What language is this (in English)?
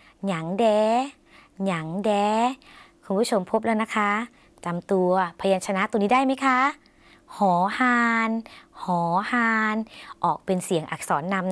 Thai